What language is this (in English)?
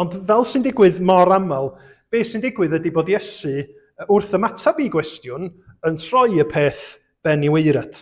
Welsh